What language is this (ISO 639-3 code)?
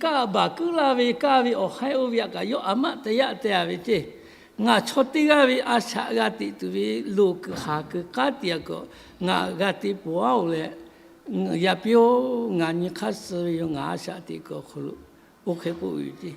lhu